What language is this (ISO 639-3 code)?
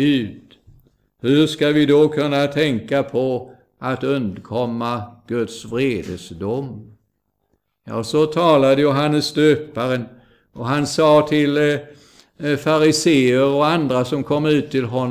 swe